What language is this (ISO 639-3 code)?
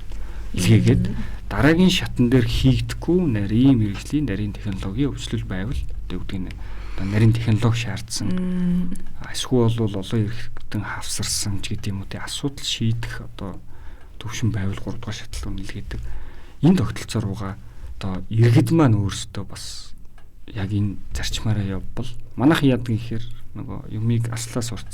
mon